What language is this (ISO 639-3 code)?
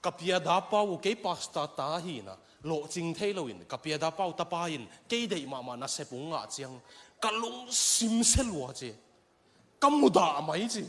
ctd